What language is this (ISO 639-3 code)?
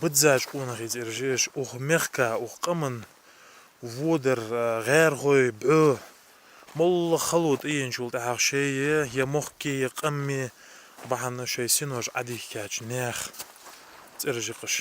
inh